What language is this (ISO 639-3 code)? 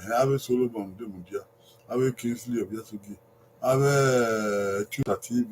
bin